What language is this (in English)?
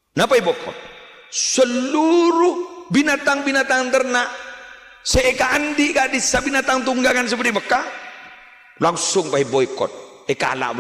Madurese